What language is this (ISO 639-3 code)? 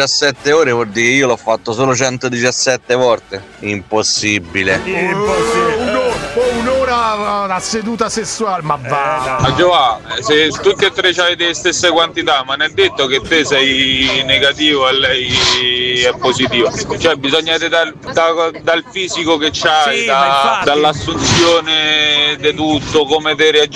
ita